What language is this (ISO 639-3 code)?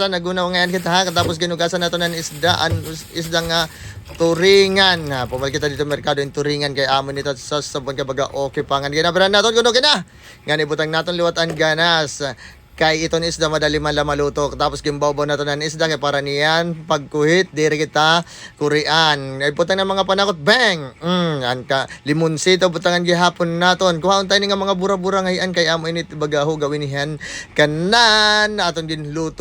war